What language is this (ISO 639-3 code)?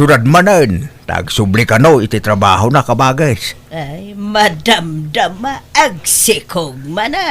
ilo